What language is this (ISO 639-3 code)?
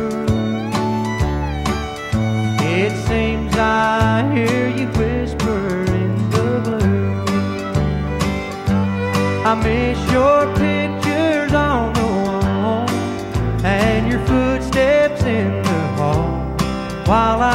eng